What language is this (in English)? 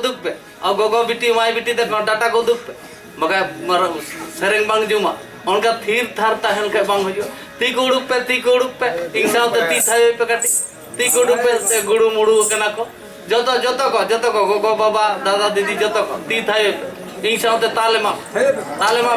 Santali